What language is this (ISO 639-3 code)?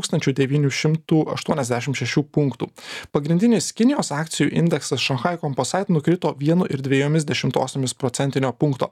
lit